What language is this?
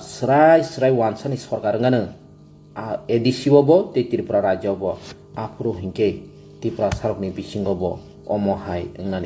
Kok Borok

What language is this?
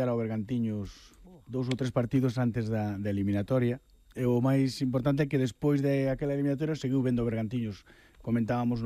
Galician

